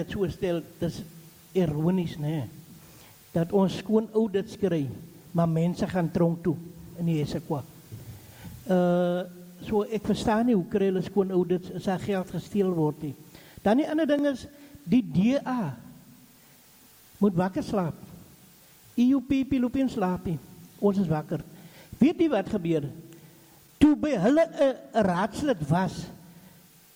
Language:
Afrikaans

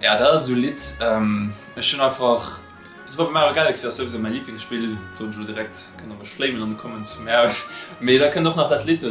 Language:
Luxembourgish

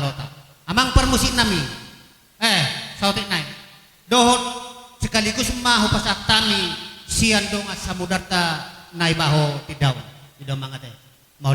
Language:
Batak Toba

